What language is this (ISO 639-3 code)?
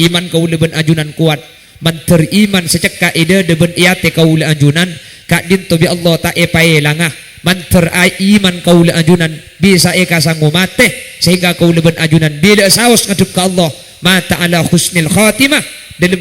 mad